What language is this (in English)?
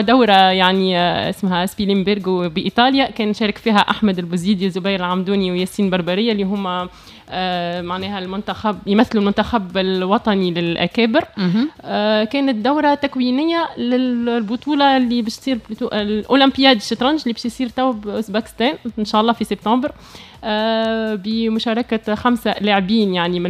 Tunisian Arabic